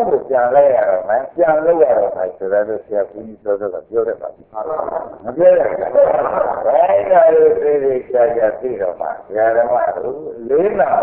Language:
Burmese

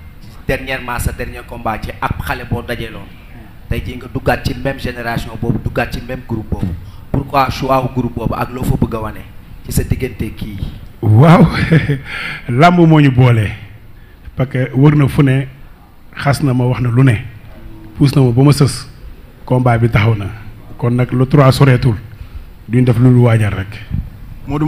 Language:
Wolof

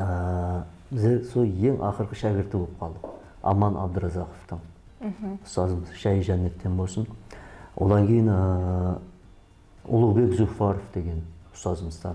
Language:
Kara-Kalpak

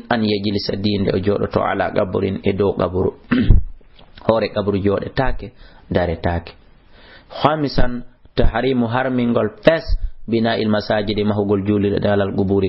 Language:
Fula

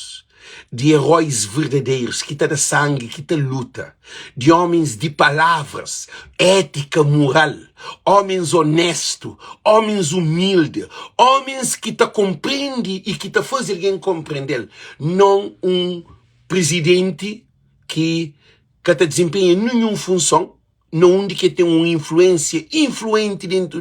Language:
Kabuverdianu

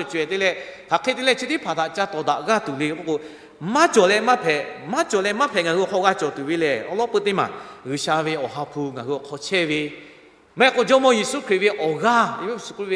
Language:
Lahu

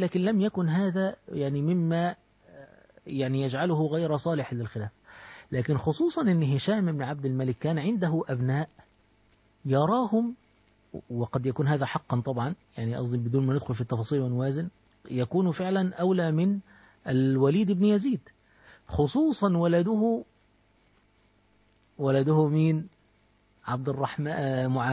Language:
Arabic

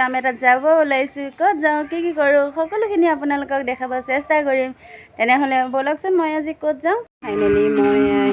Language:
Assamese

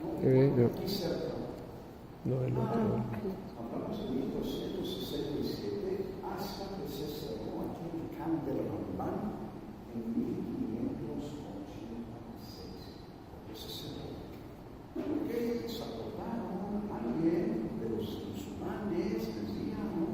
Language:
Ladino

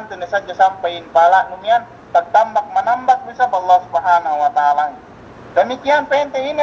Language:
Yakan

